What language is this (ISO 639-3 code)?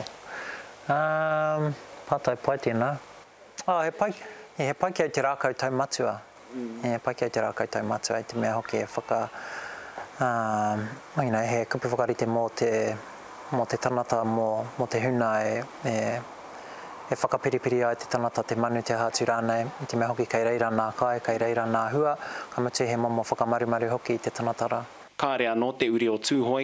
mri